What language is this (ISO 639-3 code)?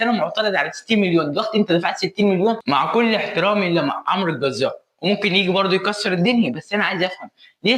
arz